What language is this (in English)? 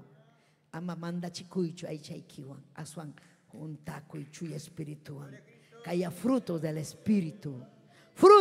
Ayacucho Quechua